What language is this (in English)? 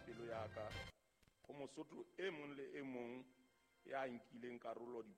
Southern Sotho